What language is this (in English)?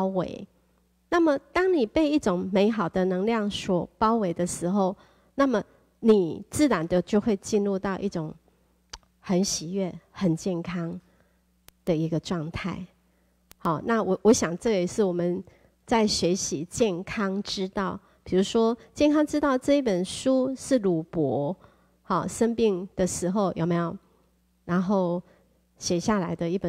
Chinese